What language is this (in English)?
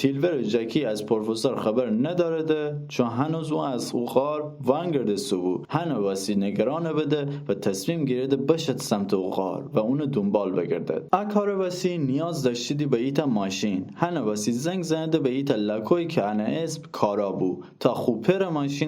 Gilaki